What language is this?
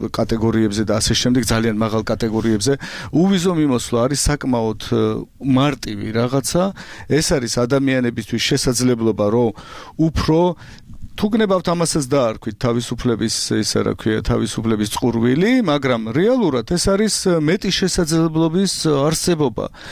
Georgian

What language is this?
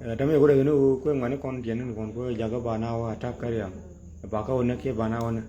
Nuer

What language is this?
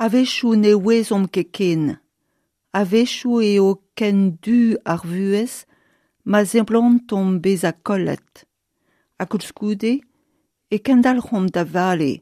Breton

